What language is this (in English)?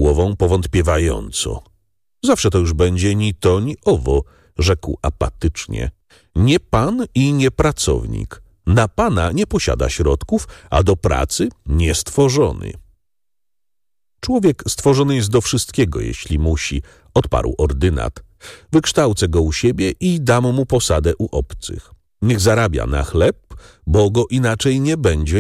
Polish